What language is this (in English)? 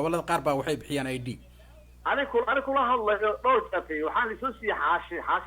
Somali